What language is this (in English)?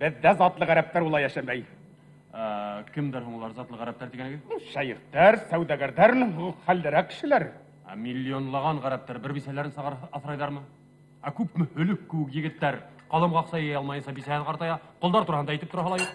Bashkir